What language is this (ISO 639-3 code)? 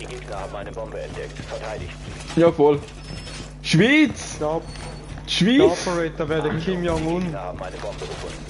gsw